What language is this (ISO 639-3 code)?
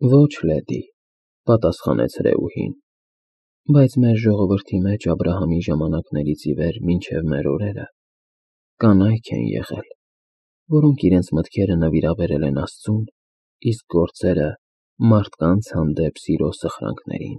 hye